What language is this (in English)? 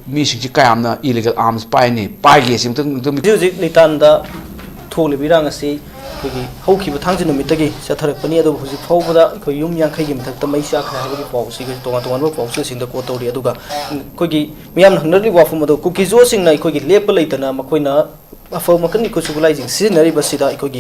Manipuri